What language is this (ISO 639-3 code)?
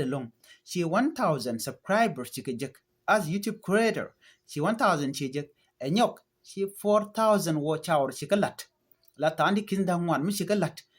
nus